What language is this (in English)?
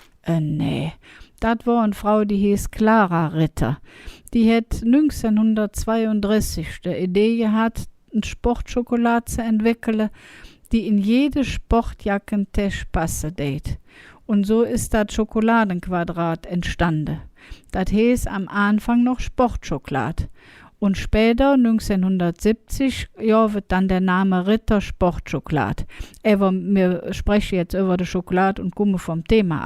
Colognian